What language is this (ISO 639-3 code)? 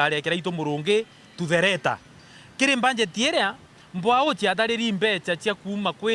mer